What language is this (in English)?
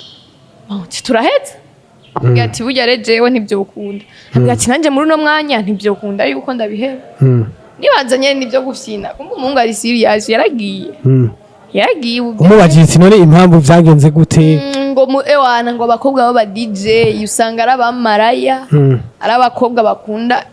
Rundi